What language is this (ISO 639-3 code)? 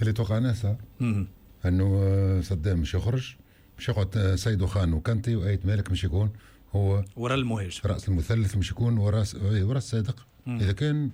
aeb